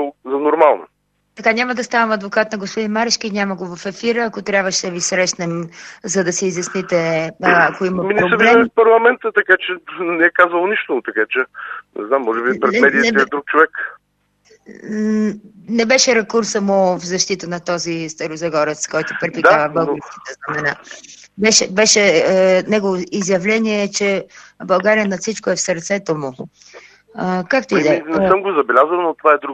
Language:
Bulgarian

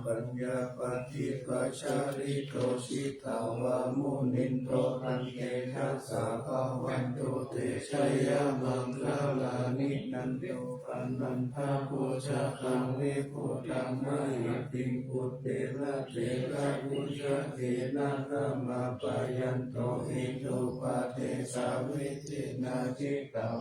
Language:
Pali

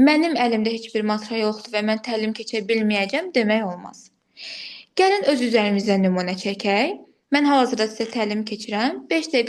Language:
Azerbaijani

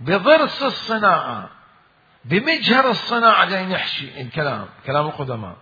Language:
Mesopotamian Arabic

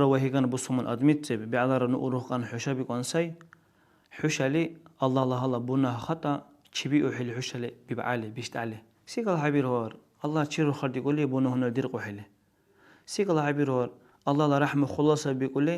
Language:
Dargwa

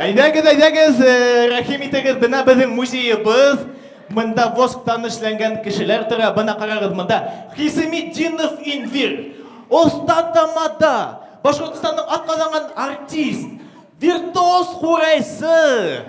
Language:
Bashkir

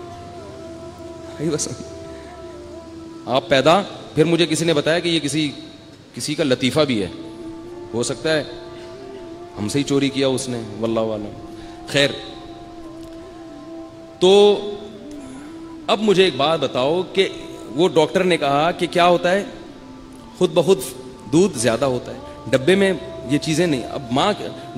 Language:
Urdu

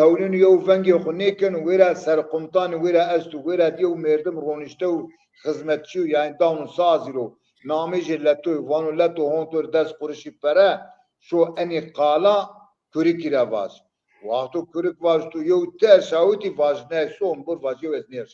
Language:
Zaza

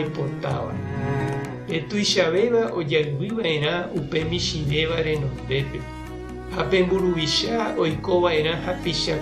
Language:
Guarani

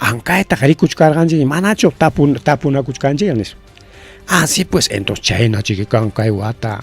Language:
Ayacucho Quechua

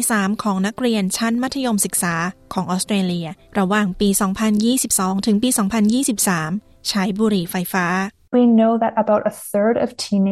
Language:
Thai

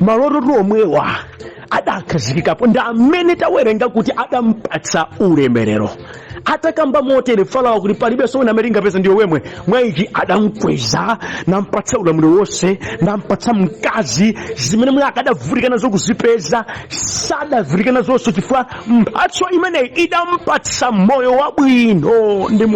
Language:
Nyanja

